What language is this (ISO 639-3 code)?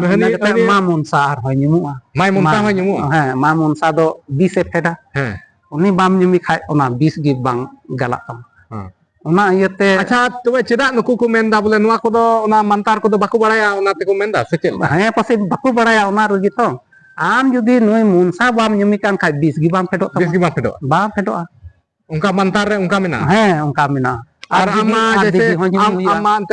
sat